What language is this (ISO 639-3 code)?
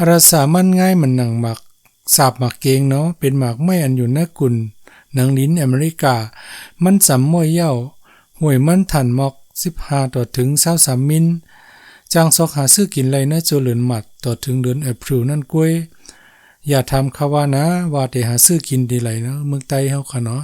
shn